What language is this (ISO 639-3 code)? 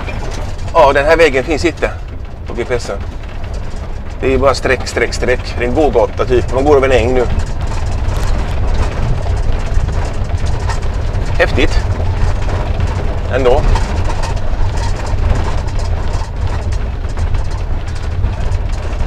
swe